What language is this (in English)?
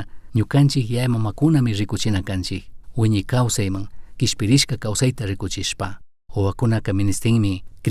Chimborazo Highland Quichua